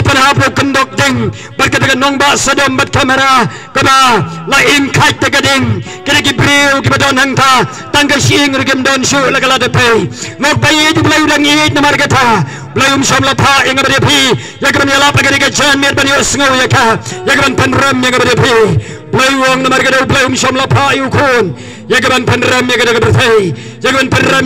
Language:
Khasi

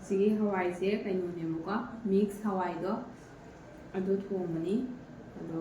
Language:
Manipuri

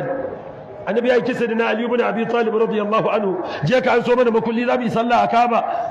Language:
Hausa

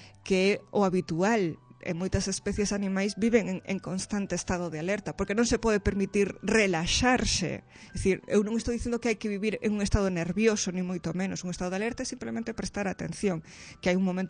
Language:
Galician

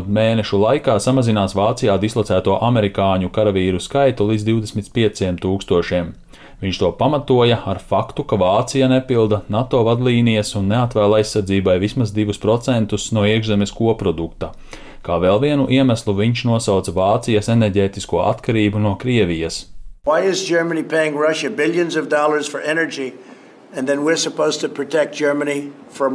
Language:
Latvian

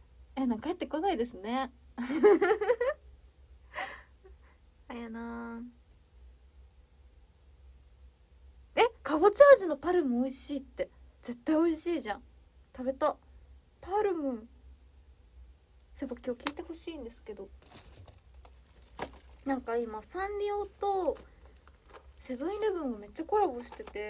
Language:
Japanese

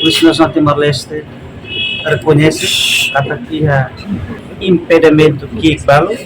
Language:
Tetum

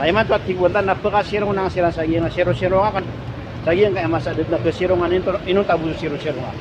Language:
Maranao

